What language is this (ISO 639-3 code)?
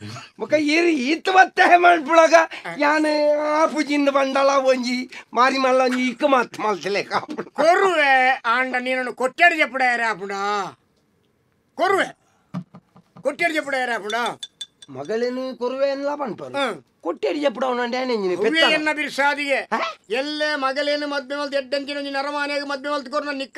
tcy